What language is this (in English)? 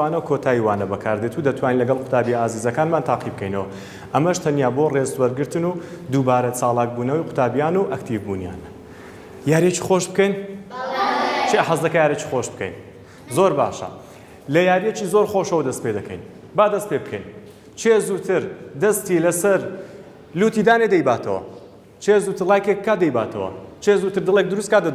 Central Kurdish